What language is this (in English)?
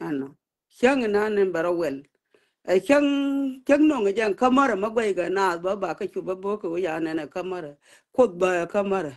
Nuer